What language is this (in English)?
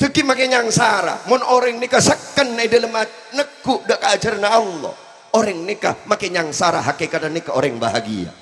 Madurese